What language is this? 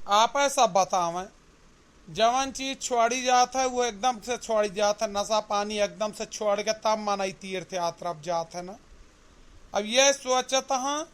Awadhi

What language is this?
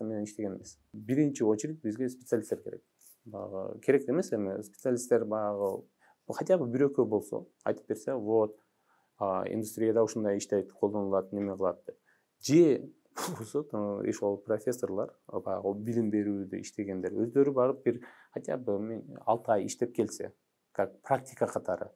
Kyrgyz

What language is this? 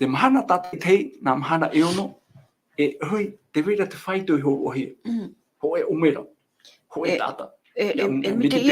Tahitian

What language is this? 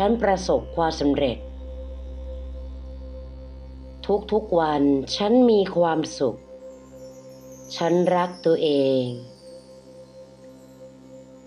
Thai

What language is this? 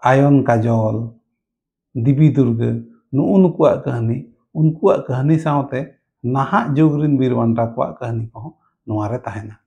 Santali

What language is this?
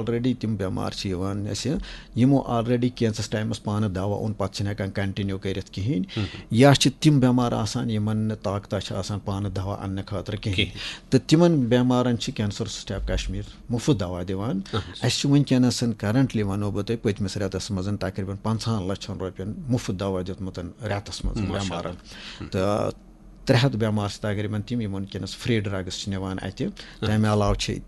Kashmiri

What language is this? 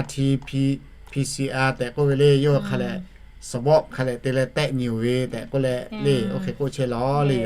Lahu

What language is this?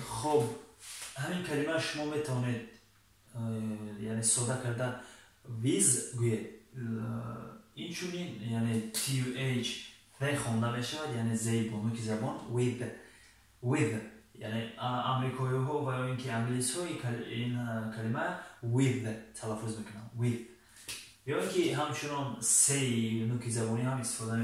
Tajik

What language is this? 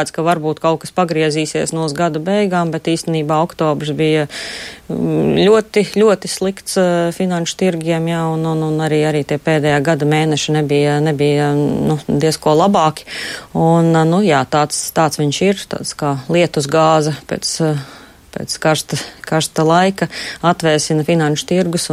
Latvian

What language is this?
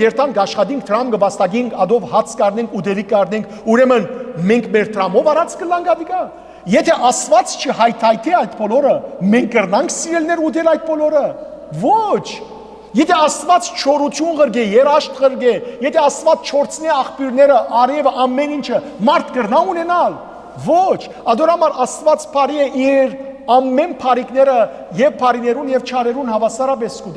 Western Armenian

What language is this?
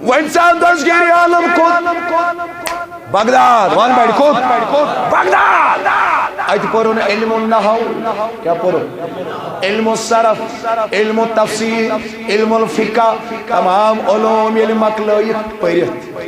Kashmiri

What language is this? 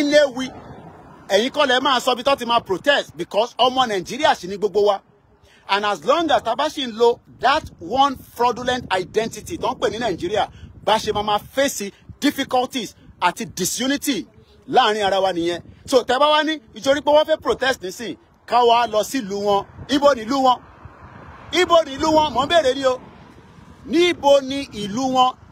Yoruba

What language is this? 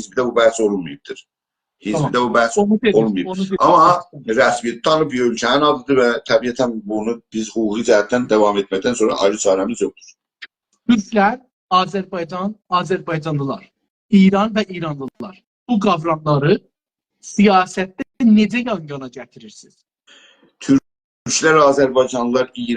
South Azerbaijani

